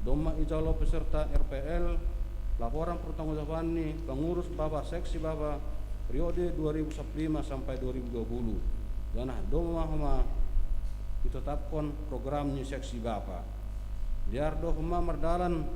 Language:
Batak Simalungun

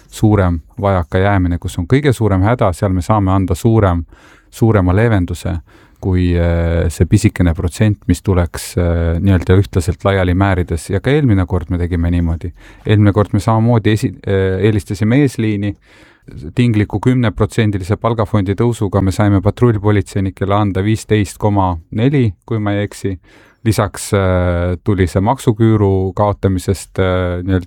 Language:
Estonian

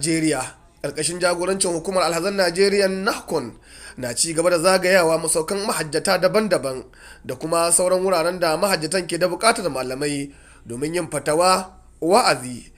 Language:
Hausa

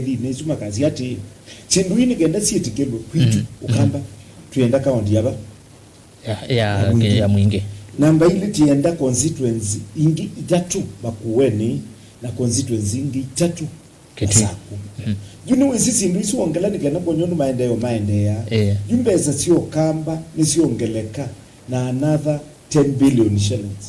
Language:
Kamba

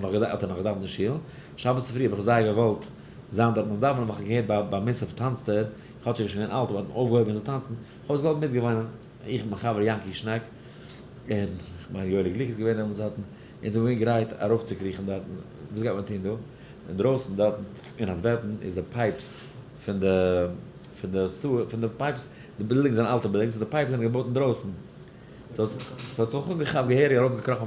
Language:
Yiddish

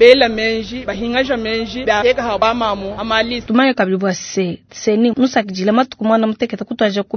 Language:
Luba-Lulua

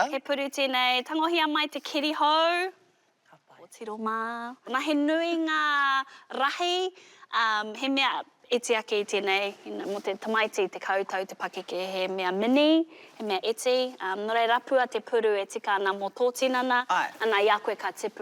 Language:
Māori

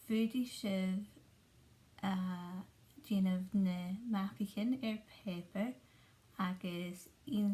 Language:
Scottish Gaelic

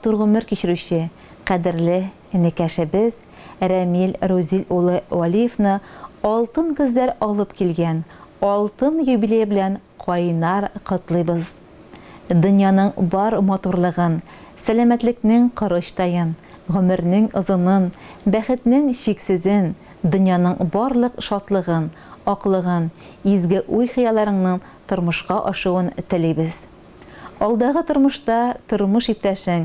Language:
Tatar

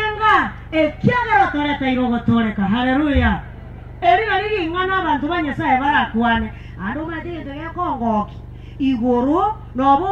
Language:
Gusii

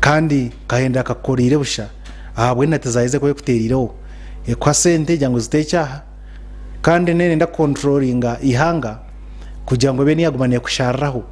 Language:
Nyankole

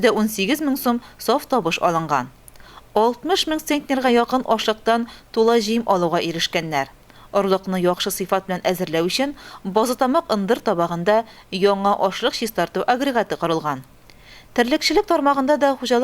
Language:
Tatar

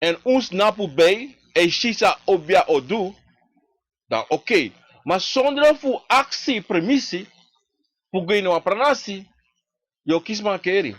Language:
Sranan Tongo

